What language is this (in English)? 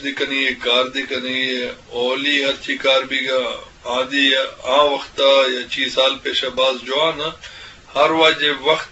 Eastern Balochi